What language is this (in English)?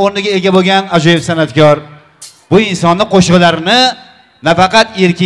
Uzbek